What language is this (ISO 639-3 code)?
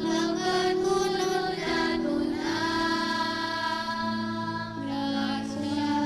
hil